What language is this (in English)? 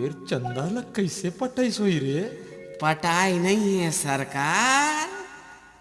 Chhattisgarhi